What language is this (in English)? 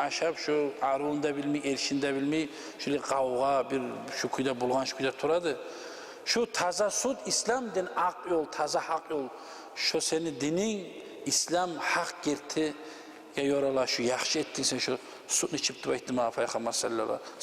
Kumyk